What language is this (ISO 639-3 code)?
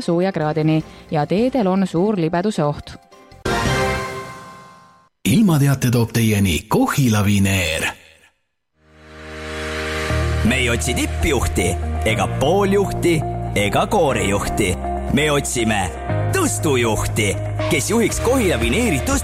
est